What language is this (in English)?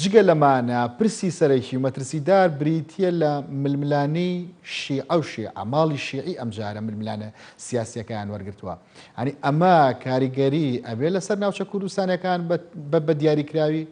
Central Kurdish